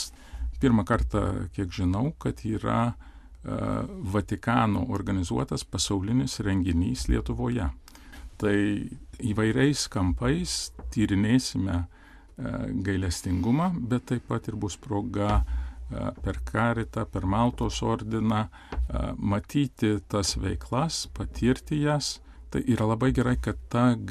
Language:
Lithuanian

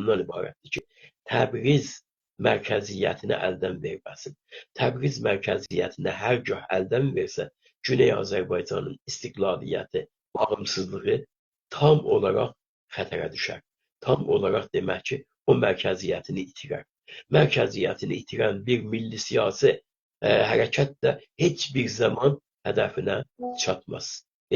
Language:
South Azerbaijani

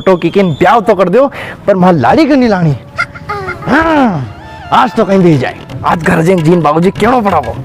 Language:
Rajasthani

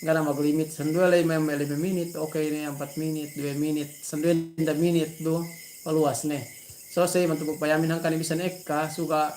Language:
Yakan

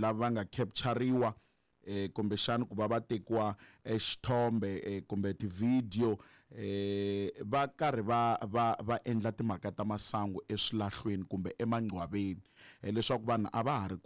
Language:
Tsonga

